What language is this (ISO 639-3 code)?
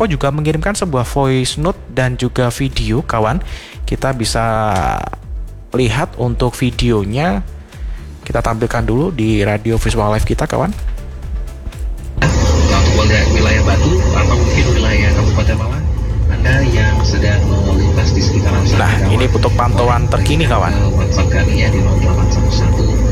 ind